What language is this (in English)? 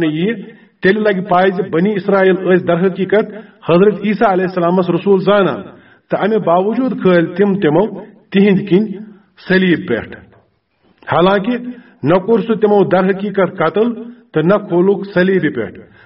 Kashmiri